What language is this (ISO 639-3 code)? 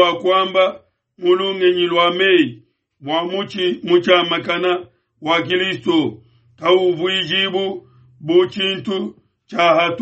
lua